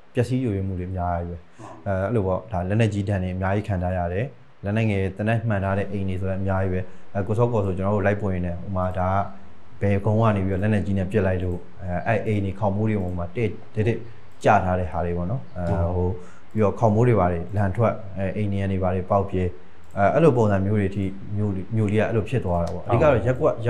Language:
Burmese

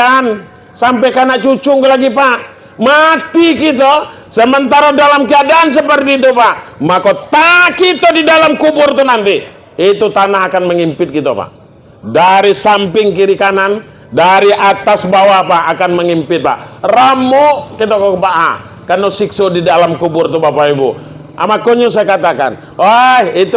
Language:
Minangkabau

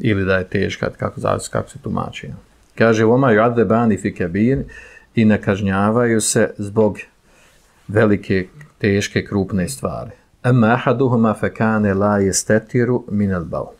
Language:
Bosnian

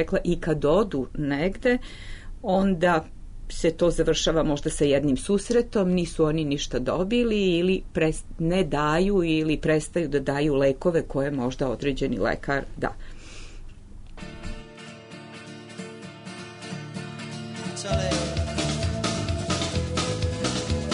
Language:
Serbian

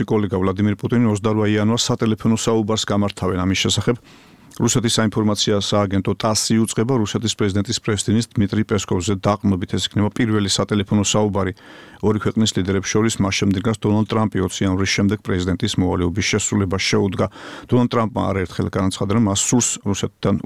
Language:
Georgian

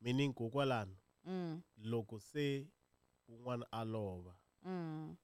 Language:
Tsonga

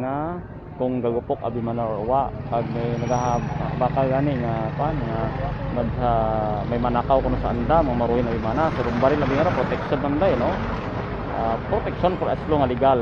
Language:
Hiligaynon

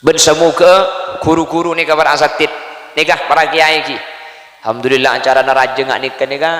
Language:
Madurese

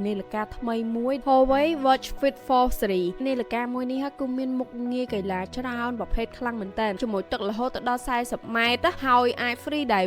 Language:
Khmer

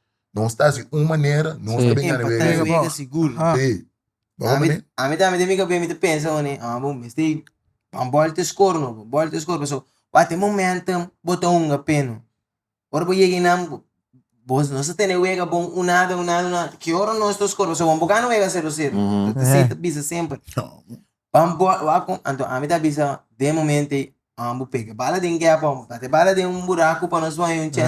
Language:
Papiamento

